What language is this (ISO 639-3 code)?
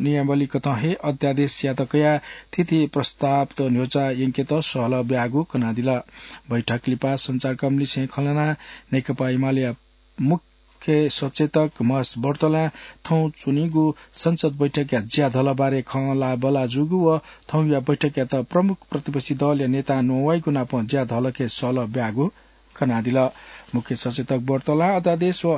new